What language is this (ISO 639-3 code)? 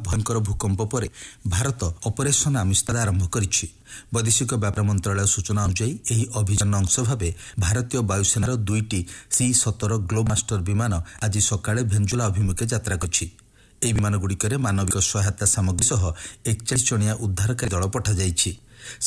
ori